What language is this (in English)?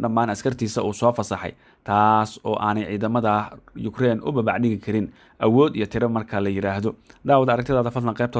Somali